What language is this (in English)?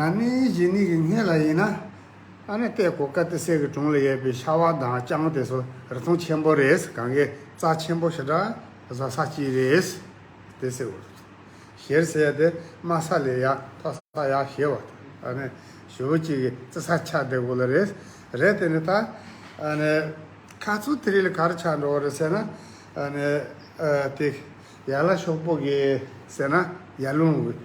Tibetan